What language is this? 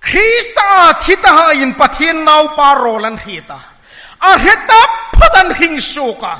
Hmar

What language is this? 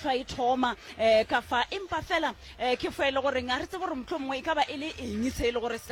Northern Sotho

